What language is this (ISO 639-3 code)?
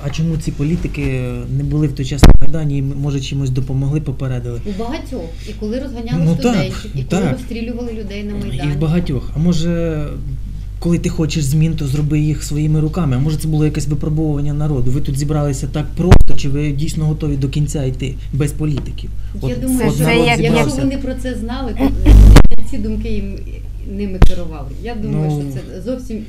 ukr